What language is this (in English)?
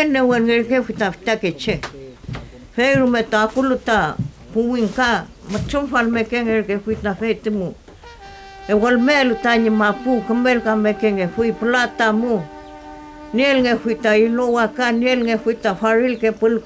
Mapuche